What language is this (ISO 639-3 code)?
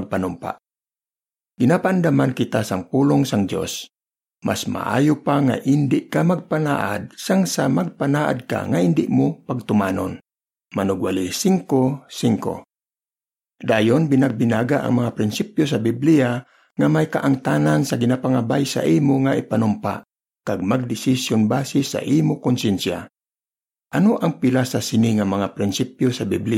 hil